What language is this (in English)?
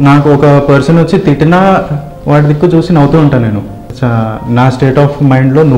Telugu